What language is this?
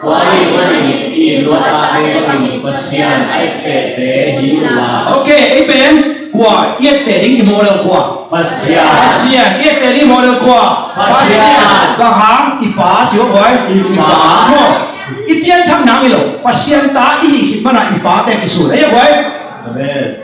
Tedim Chin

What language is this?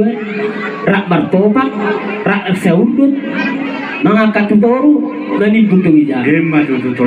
Batak Toba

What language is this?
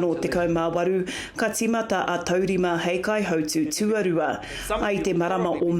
Māori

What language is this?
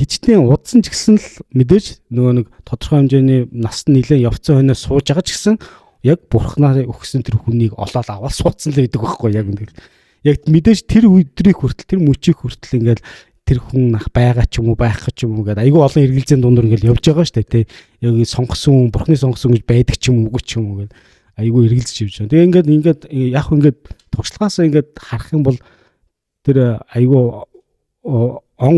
Mongolian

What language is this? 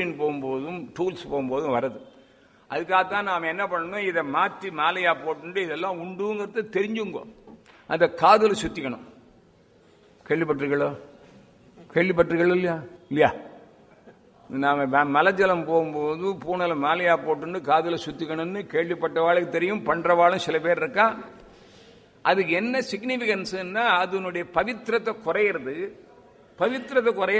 Tamil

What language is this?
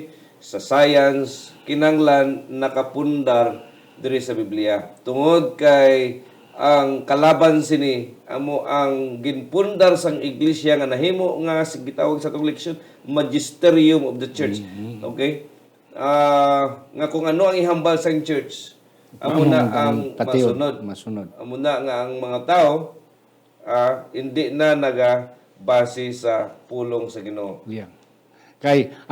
Hiligaynon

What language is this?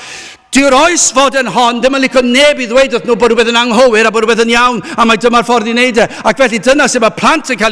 Welsh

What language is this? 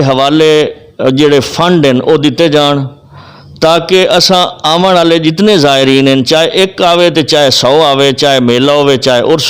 Western Panjabi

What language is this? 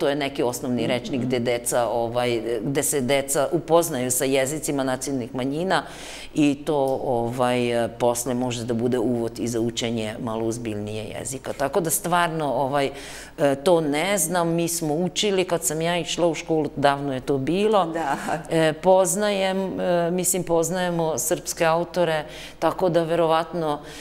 Serbian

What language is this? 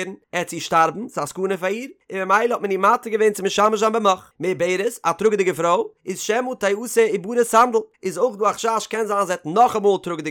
Yiddish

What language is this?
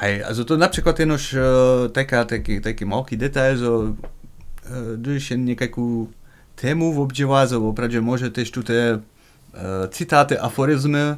Upper Sorbian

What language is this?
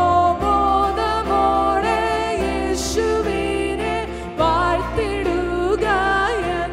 Malayalam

